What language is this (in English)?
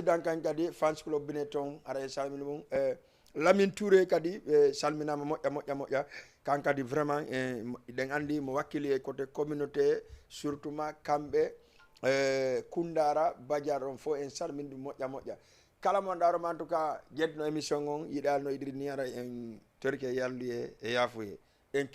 Fula